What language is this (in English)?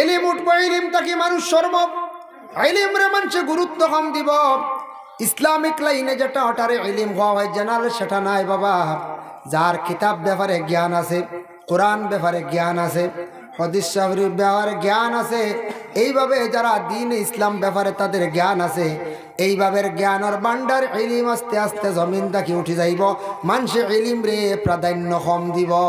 Sylheti